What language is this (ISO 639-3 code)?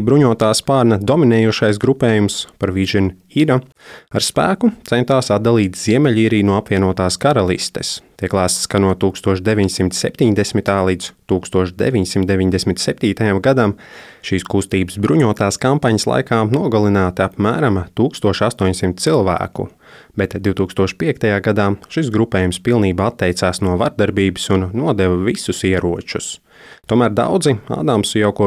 lav